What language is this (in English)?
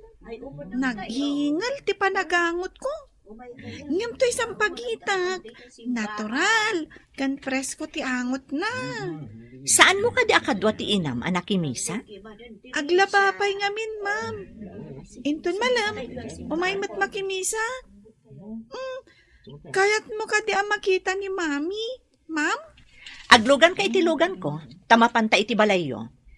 Iloko